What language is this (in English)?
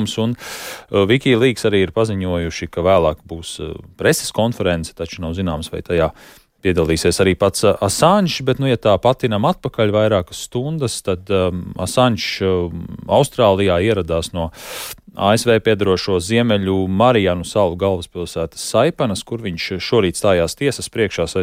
Latvian